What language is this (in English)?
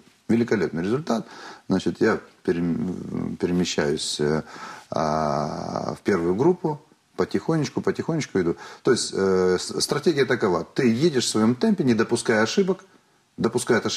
Russian